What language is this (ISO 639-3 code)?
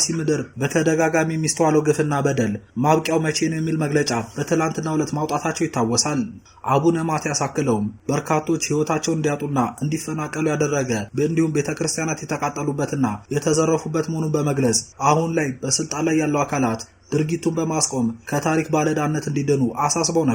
amh